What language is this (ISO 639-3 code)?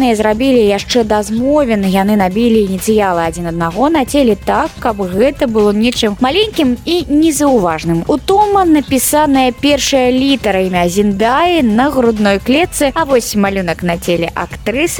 bel